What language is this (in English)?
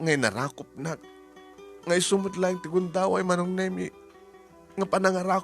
Iloko